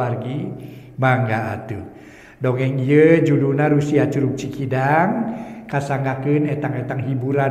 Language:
Sundanese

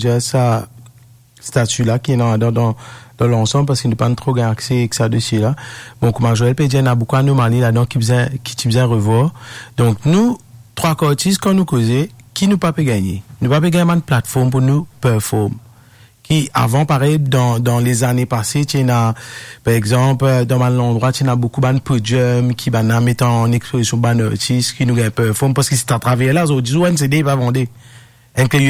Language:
Morisyen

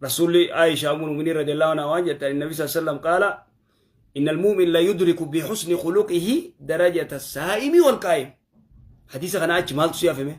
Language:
Oromo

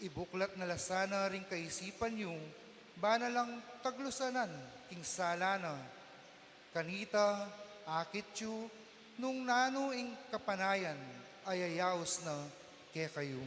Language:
Pampanga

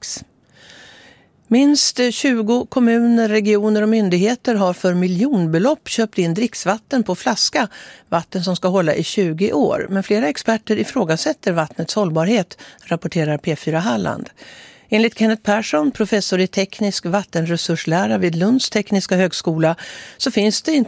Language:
Swedish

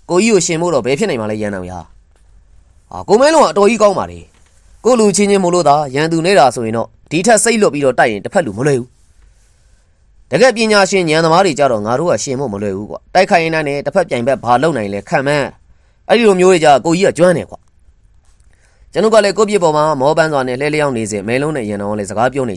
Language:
Burmese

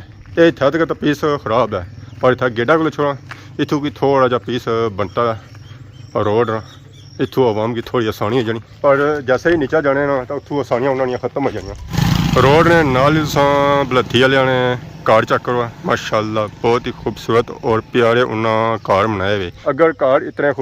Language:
Pahari-Potwari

